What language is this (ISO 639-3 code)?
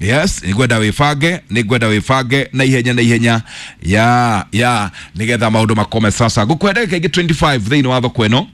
kik